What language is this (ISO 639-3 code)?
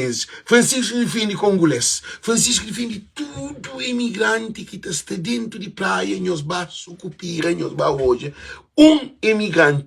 kea